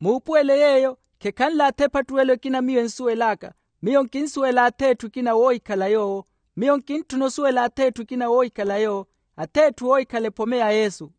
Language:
Makhuwa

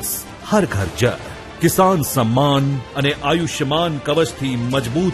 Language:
Gujarati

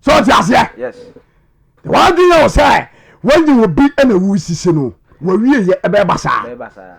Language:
Akan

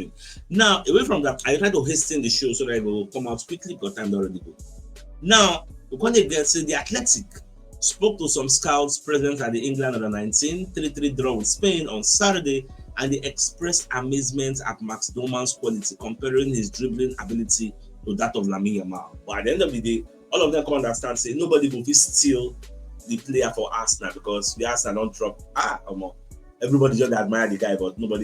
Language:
Nigerian Pidgin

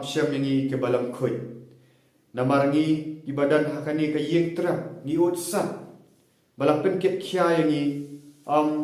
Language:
Khasi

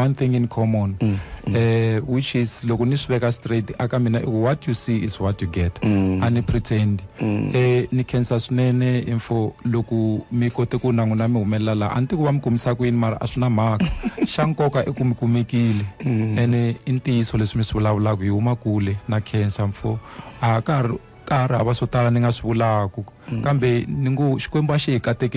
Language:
Tsonga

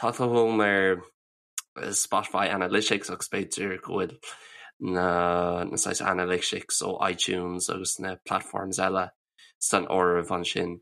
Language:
Irish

